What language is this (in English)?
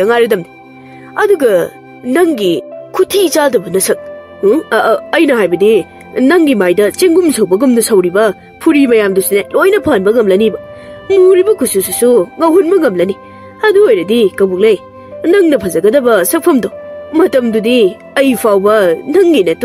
Manipuri